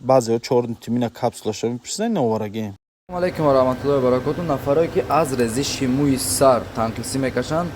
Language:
Tajik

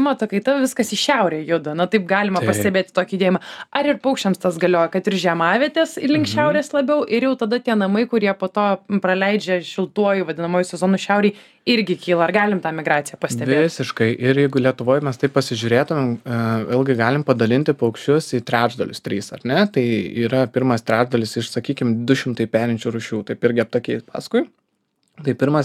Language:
Lithuanian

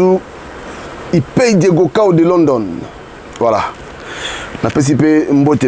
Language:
Lingala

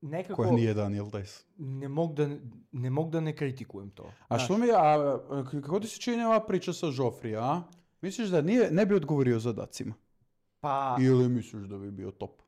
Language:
Serbian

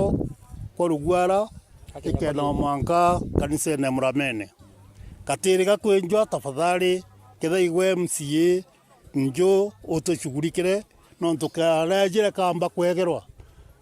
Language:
Meru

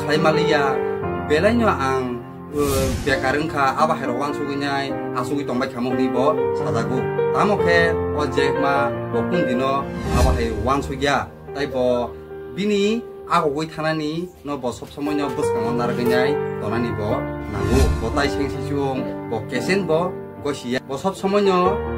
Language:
Kok Borok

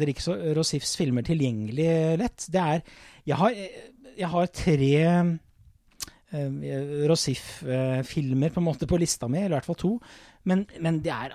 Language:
Norwegian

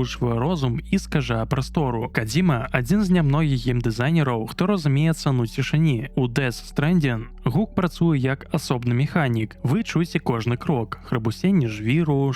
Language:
Belarusian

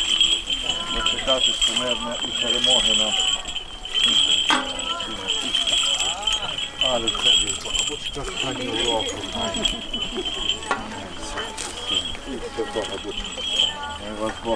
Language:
Ukrainian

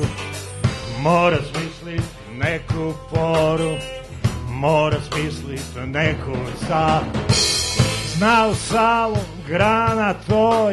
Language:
Serbian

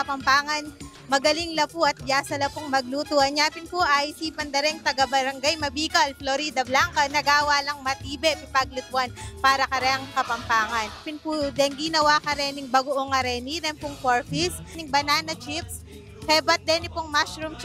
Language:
Pampanga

